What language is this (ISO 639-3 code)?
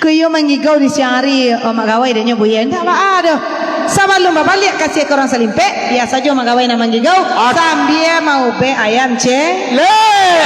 min